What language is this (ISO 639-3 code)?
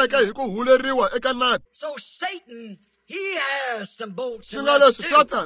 tso